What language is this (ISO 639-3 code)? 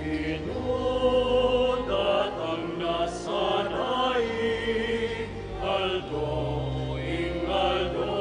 pam